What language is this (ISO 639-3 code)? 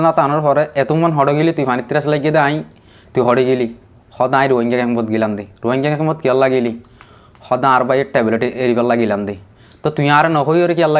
rhg